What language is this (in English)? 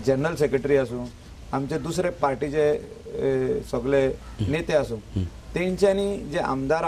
Konkani